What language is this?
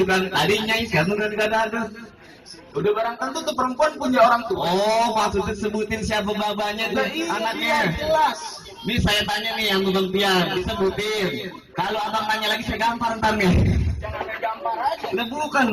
Betawi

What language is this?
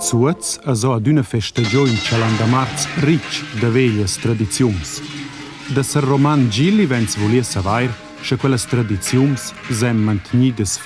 Romansh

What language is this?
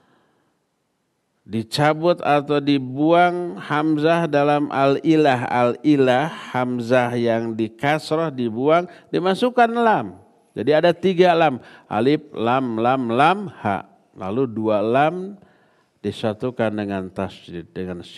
Indonesian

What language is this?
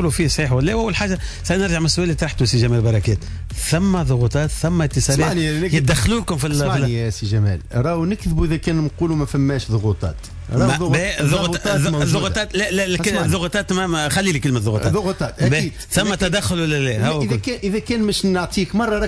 Tunisian Arabic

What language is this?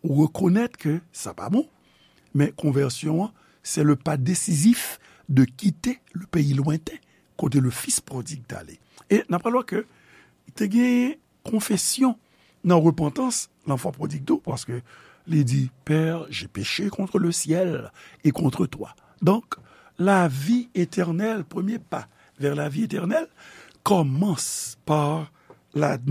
Haitian Creole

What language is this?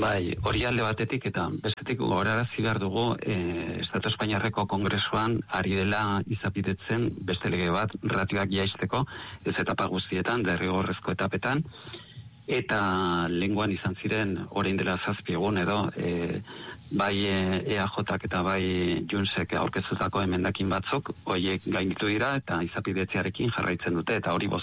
Basque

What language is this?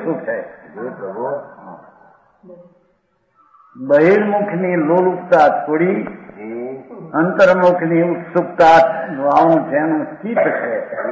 Gujarati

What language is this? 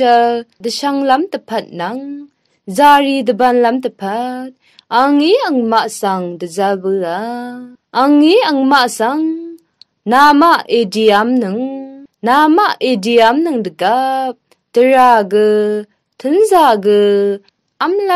Rawang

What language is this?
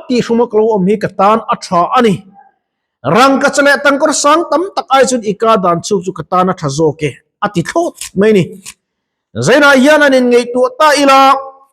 Mizo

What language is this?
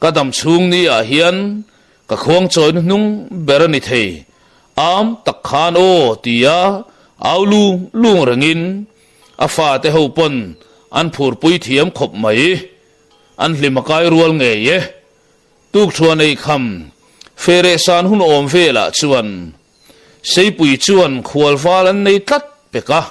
Mizo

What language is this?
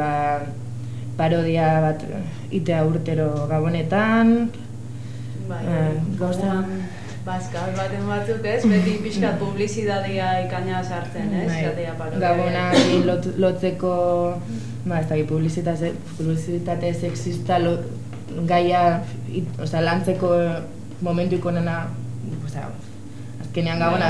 Basque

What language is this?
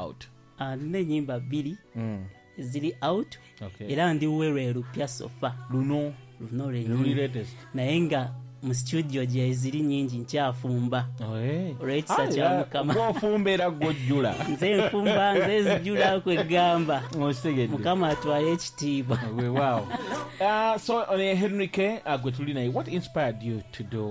Ganda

